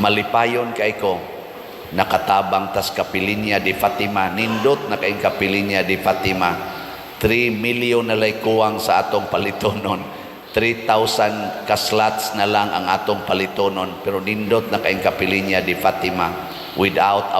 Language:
Cebuano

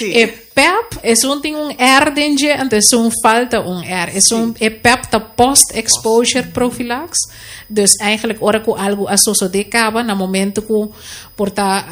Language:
Papiamento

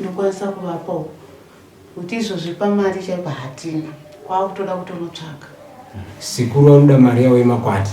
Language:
Shona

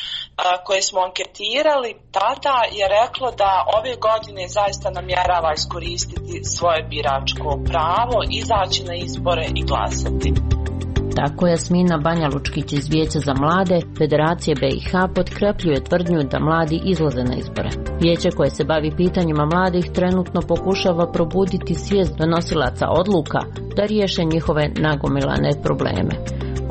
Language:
Bosnian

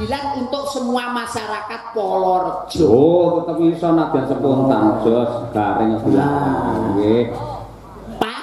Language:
Javanese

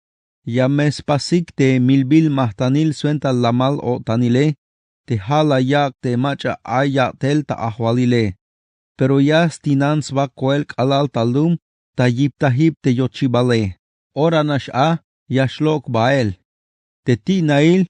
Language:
Tzeltal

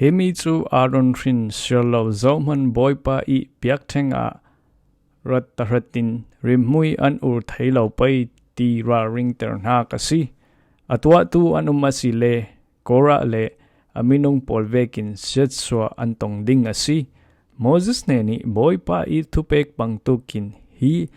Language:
Falam Chin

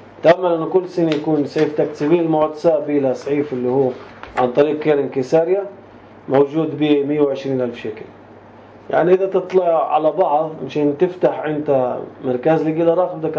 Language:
North Levantine Arabic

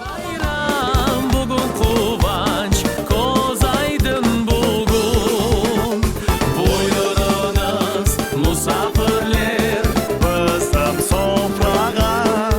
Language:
Crimean Tatar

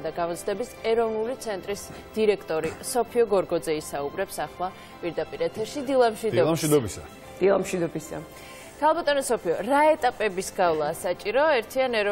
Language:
Georgian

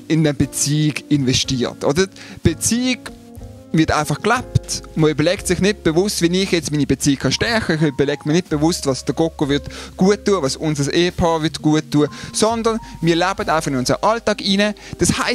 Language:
Swiss German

